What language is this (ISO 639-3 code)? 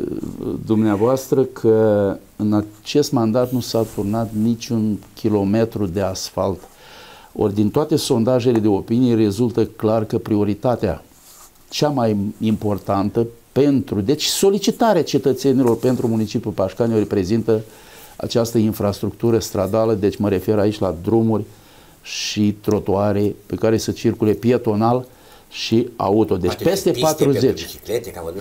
ron